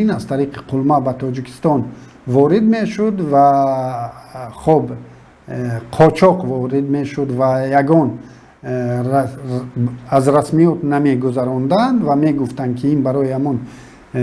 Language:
Tajik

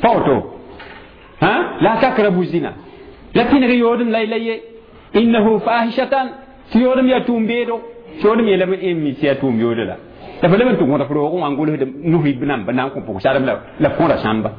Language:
Mossi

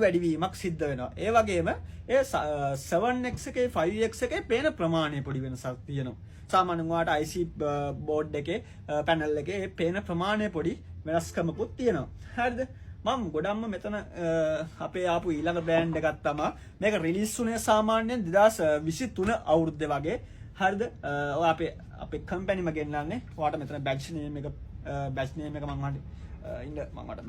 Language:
Sinhala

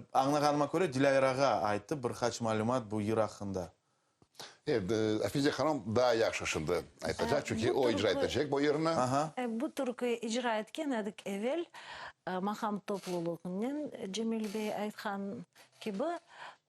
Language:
Crimean Tatar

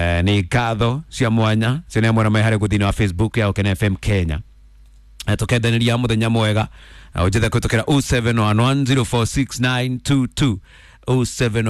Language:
Kikuyu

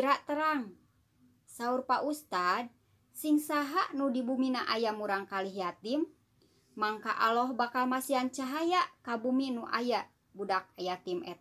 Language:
Sundanese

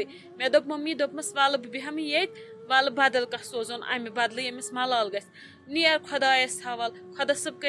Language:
Kashmiri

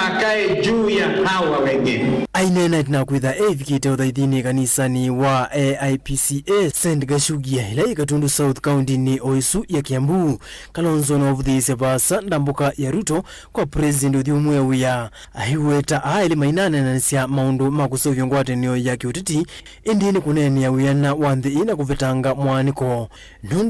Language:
Kamba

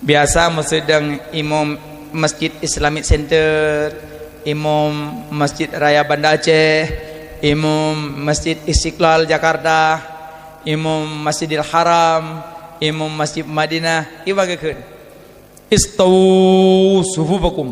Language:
Achinese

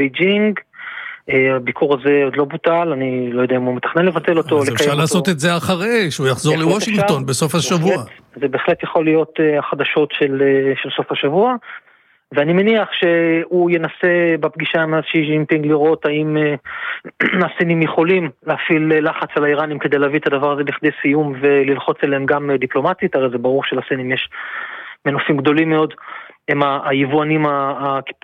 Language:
Hebrew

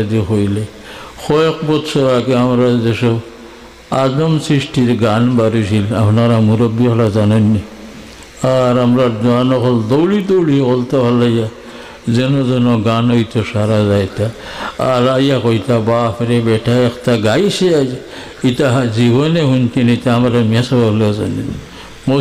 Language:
Sylheti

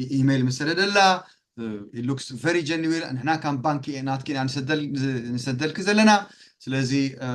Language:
Tigrinya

